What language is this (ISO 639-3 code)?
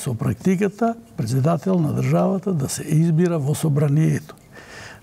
mkd